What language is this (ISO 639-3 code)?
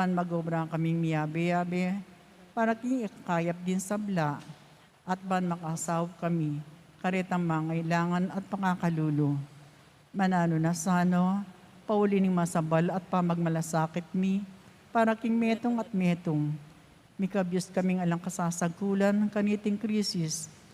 pam